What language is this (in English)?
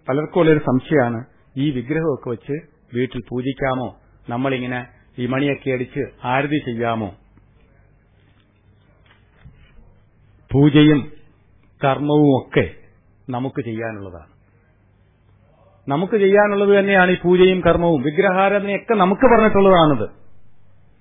Malayalam